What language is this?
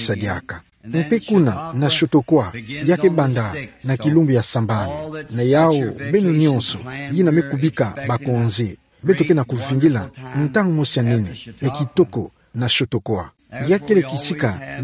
Kituba (Democratic Republic of Congo)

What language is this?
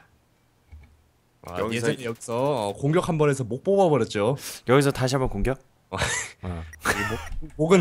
Korean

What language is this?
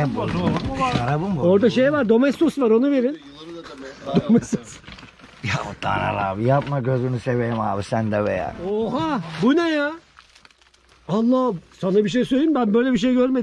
Turkish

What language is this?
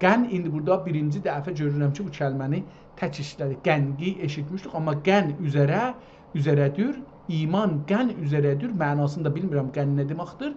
South Azerbaijani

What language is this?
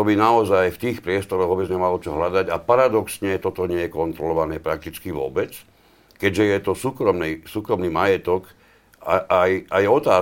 Slovak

